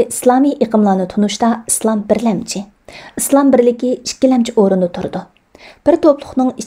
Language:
Uyghur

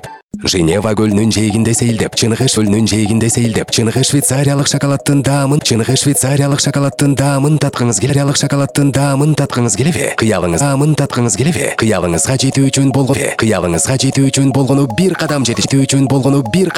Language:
Kyrgyz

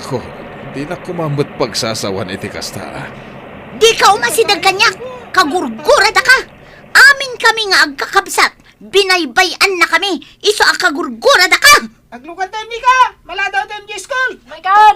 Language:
Iloko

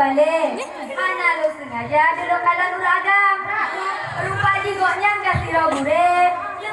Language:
Achinese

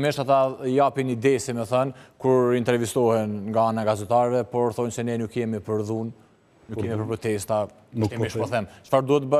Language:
Albanian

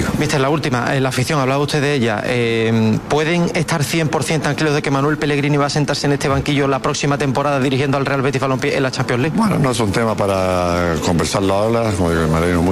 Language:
Spanish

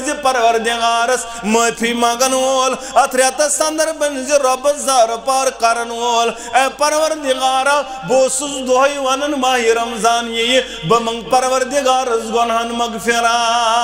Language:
Kashmiri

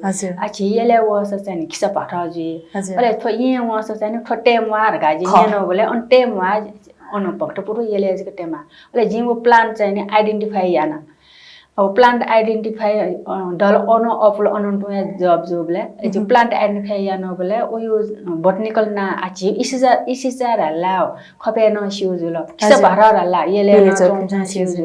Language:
Newari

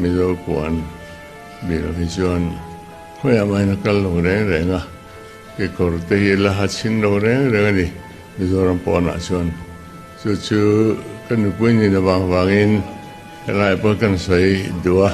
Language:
Mizo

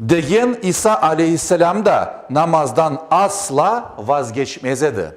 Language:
Crimean Tatar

